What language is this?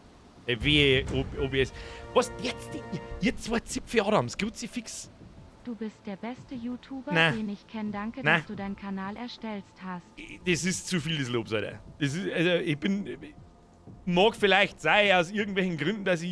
Bavarian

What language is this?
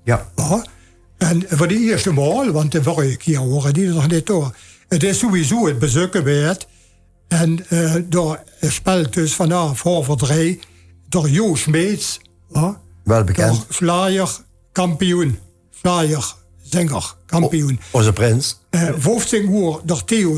Limburgish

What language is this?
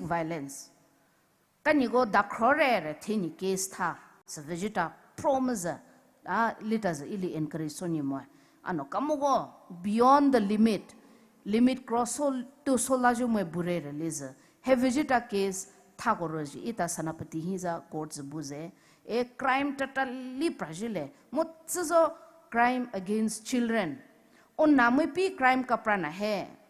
Poumei Naga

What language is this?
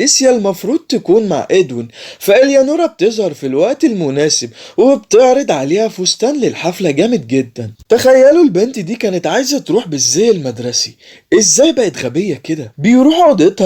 Egyptian Arabic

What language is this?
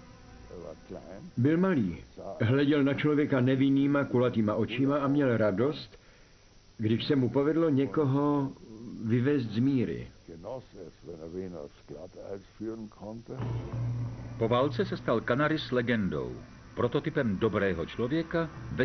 Czech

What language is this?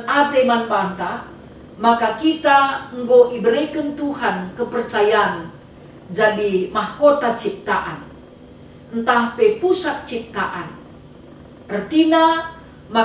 Batak Karo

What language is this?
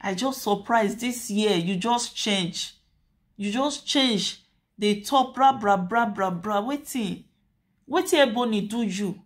Nigerian Pidgin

